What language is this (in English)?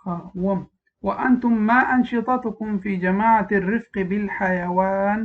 Pashto